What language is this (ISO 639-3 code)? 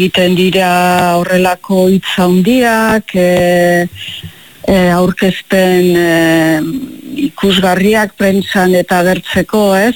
eus